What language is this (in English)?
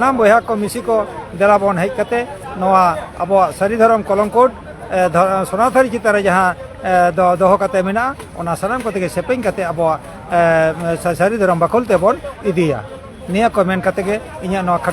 Santali